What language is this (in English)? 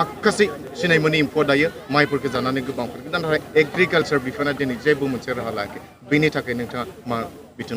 Bodo